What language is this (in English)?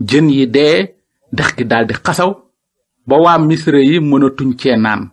Wolof